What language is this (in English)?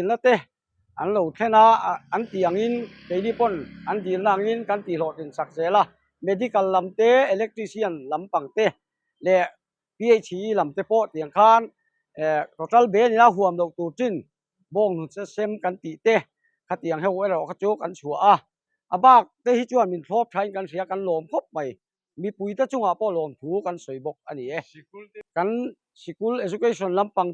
Mizo